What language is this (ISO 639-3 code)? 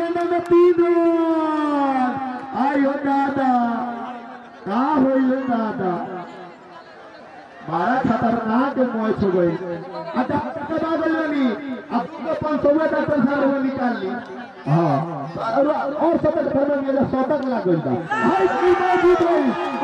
bho